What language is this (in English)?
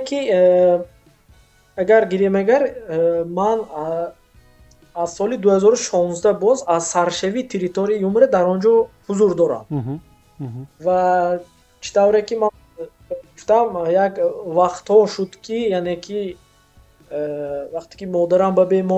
Tajik